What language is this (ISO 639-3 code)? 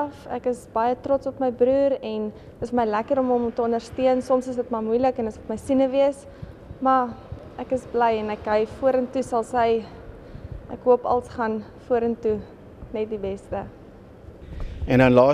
afr